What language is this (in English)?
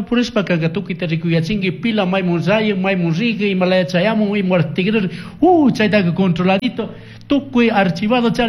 Chimborazo Highland Quichua